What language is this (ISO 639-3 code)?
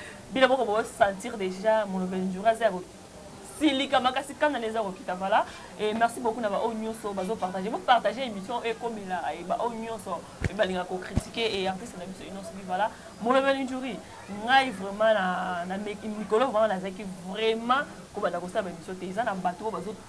lin